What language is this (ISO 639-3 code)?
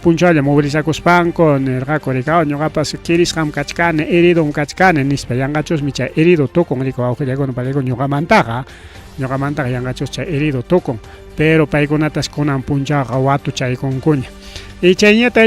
quy